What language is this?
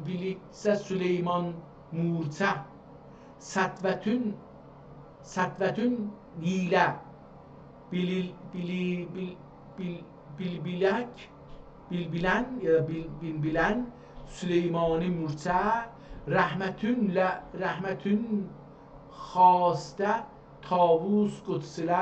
South Azerbaijani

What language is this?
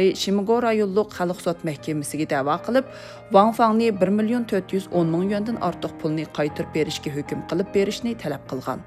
Uyghur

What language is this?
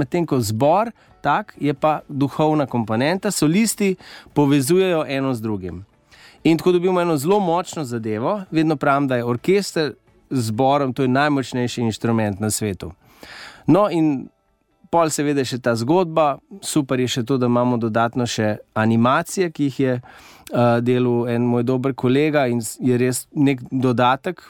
Slovenian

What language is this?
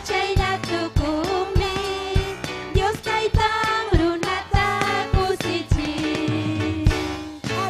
Ayacucho Quechua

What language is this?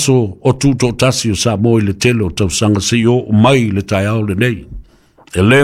Samoan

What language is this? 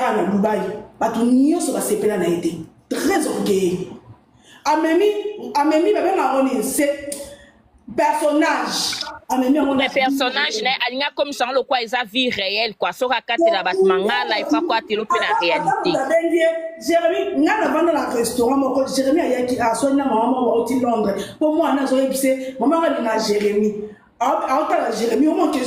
Lingala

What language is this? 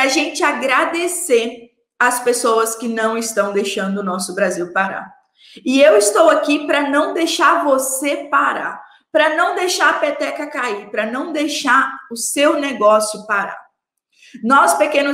Portuguese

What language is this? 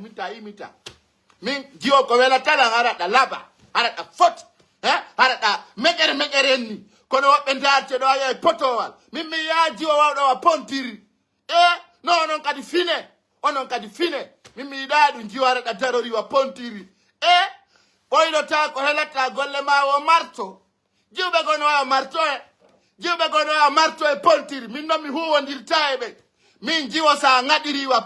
Fula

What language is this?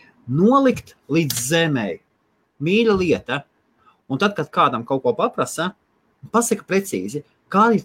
Latvian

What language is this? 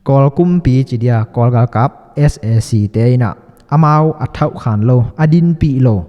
Tedim Chin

